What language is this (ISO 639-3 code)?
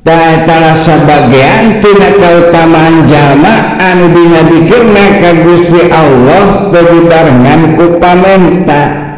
sun